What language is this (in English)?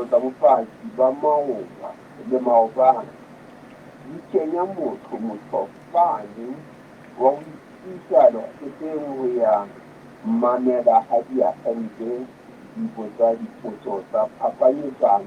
Southern Sotho